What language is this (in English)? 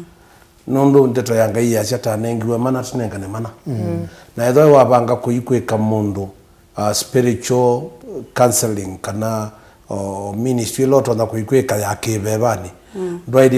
Kamba